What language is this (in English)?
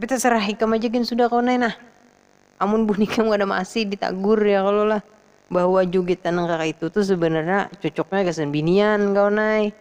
Banjar